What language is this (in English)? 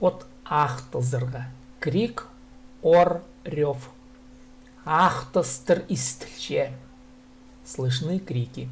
Khakas